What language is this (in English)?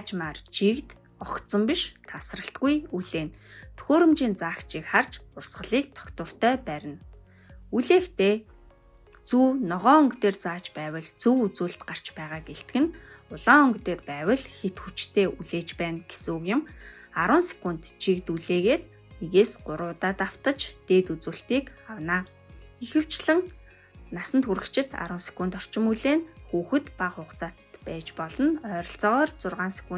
Mongolian